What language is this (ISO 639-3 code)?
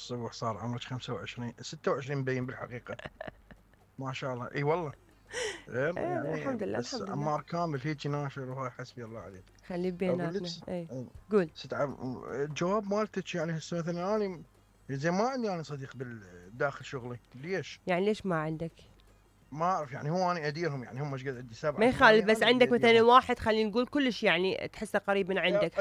acm